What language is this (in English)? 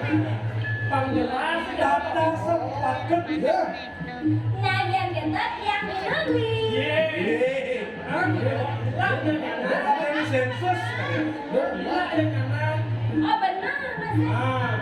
Balinese